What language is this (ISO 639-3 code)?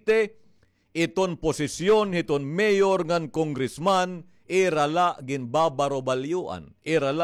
war